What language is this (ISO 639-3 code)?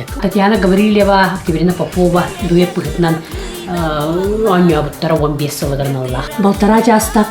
sah